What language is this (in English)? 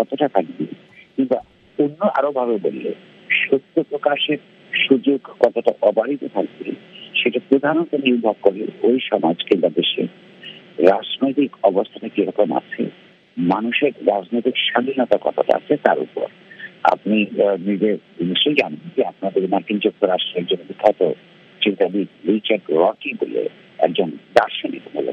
Bangla